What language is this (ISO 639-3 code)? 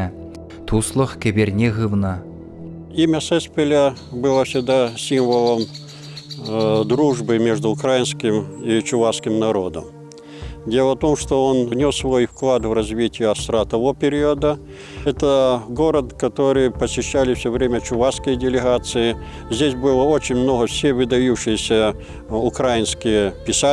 chv